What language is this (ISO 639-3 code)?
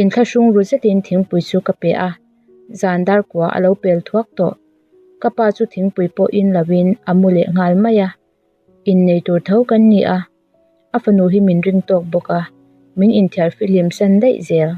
lus